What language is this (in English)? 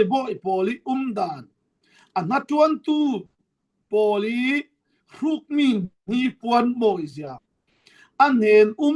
Falam Chin